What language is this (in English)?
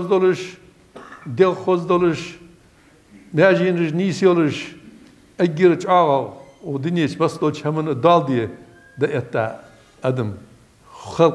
Ingush